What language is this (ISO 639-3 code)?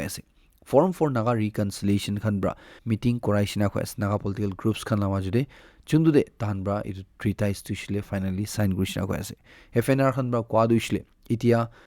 nag